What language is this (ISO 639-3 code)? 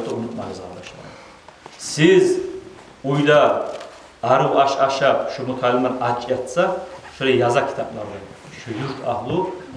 kum